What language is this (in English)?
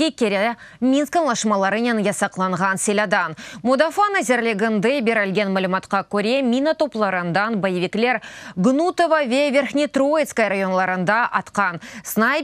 Crimean Tatar